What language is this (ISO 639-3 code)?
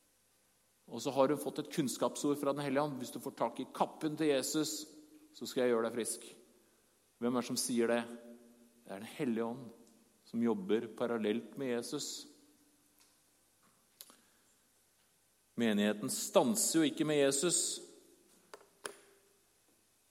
nor